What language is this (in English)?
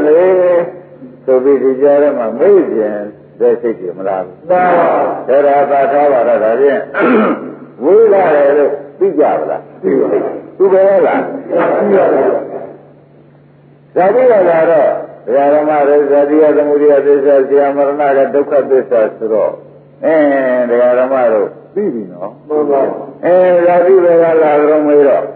Burmese